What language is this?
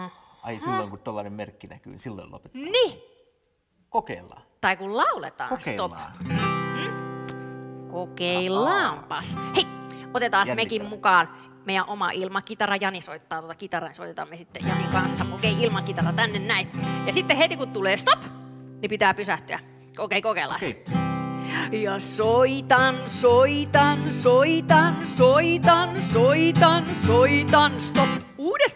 Finnish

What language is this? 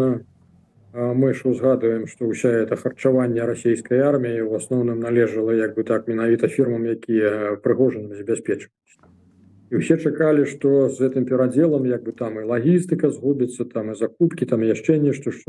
Belarusian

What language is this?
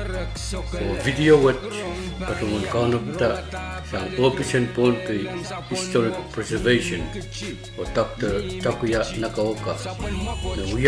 Pohnpeian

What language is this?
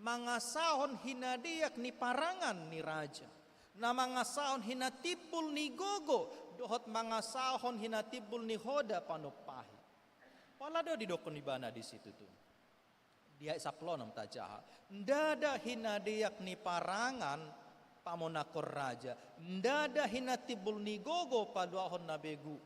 Batak Toba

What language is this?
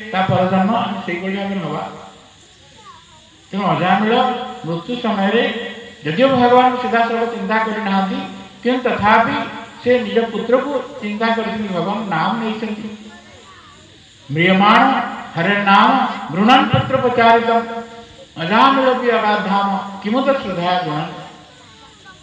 Odia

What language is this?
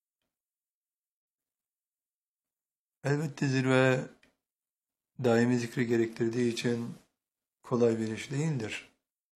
Turkish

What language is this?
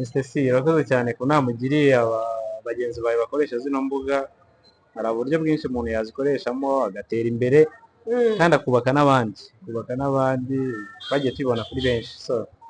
Kinyarwanda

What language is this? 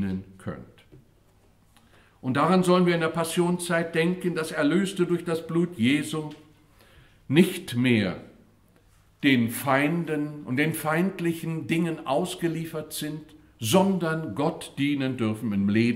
German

